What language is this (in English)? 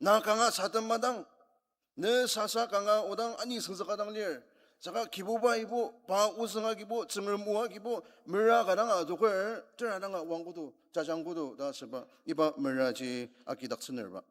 Ao Naga